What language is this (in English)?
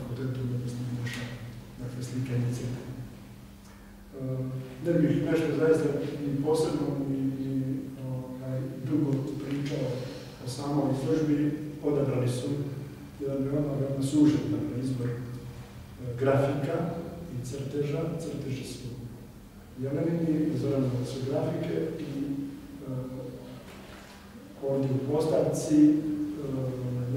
Serbian